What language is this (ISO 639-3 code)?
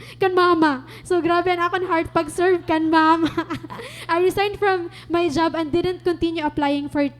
war